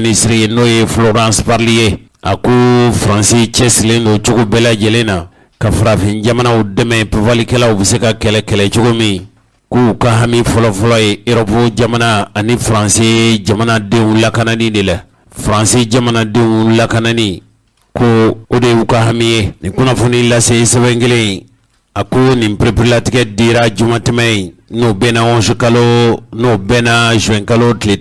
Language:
Bambara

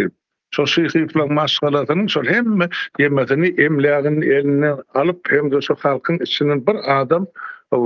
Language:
Turkmen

